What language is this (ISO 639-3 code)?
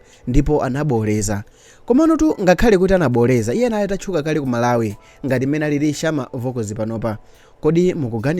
nya